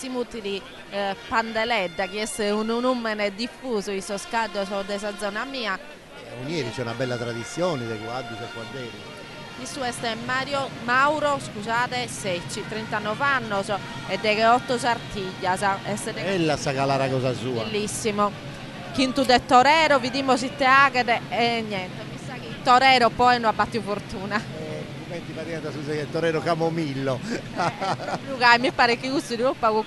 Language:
Sardinian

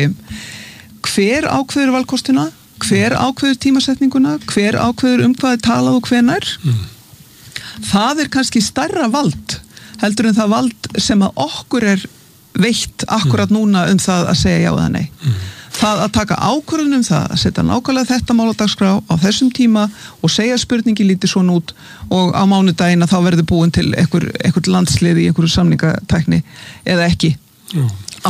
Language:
Icelandic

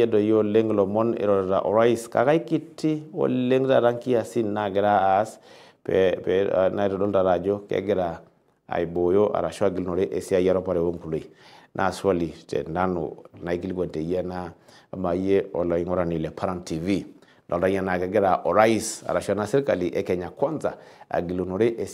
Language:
Masai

